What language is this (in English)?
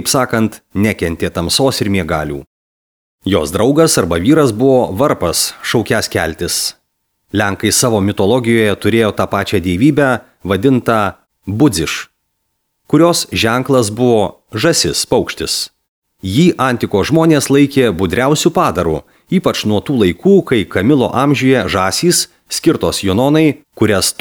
Lithuanian